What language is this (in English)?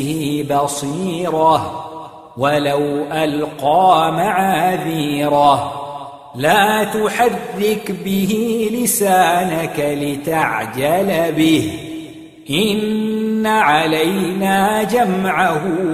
Arabic